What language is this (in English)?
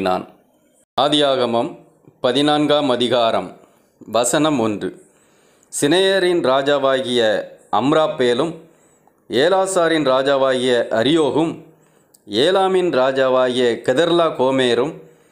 Tamil